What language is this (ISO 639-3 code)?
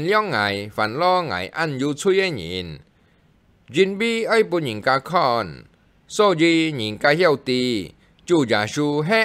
hak